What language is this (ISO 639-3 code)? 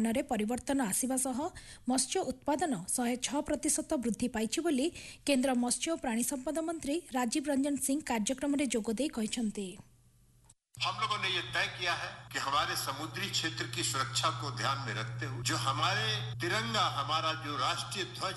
ori